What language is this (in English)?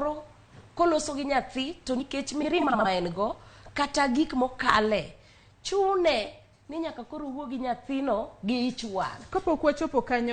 Luo (Kenya and Tanzania)